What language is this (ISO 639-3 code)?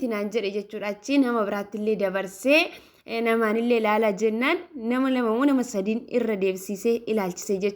orm